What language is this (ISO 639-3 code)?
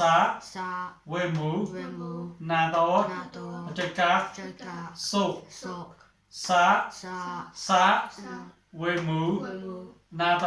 mnw